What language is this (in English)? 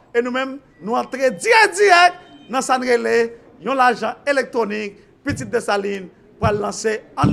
Haitian Creole